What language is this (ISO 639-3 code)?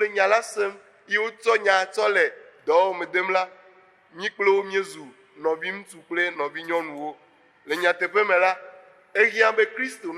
ewe